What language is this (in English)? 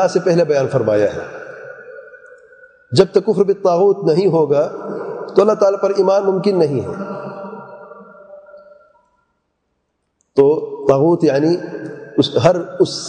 Urdu